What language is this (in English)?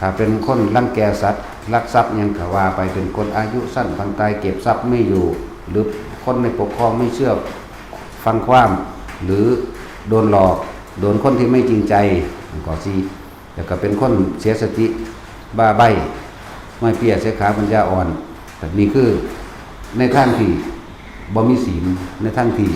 Lao